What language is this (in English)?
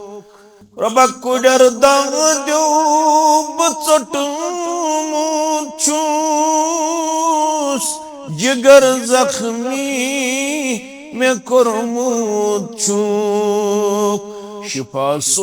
Kashmiri